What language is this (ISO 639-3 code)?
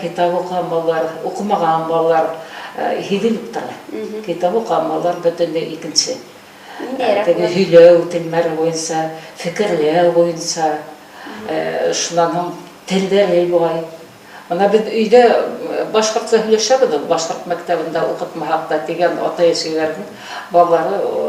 bak